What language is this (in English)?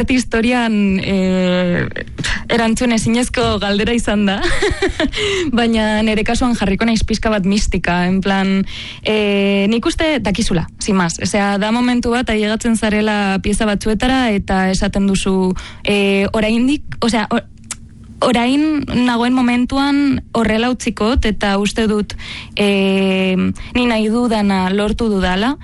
Basque